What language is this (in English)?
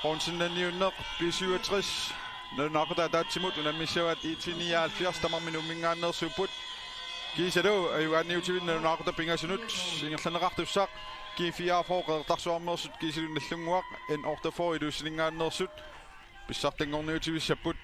Kalaallisut